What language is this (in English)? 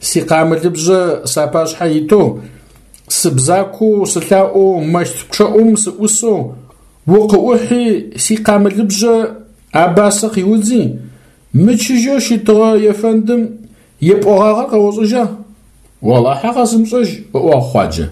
Adyghe